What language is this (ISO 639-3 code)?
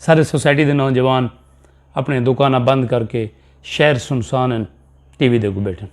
skr